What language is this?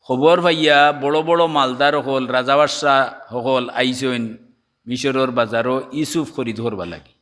Sylheti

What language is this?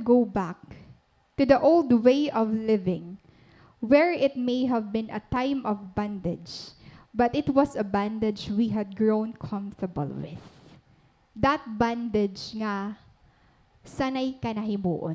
Waray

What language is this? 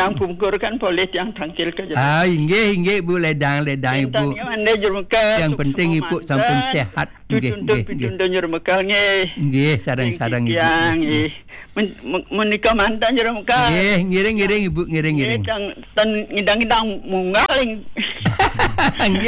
Balinese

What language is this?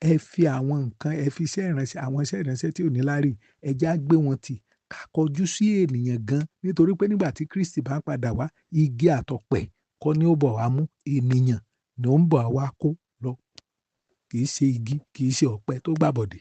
Yoruba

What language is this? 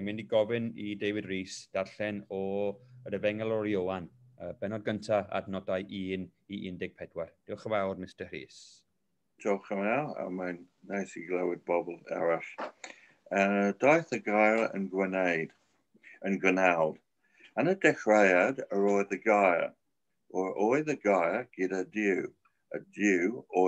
Welsh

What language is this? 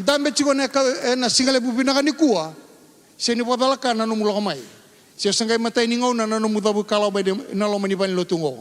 Fijian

